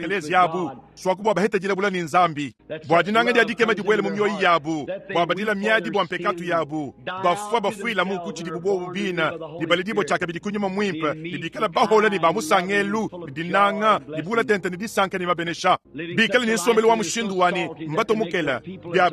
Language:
Luba-Lulua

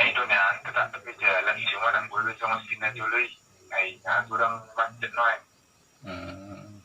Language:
Batak Toba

